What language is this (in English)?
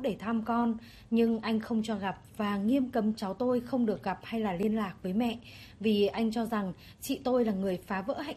Vietnamese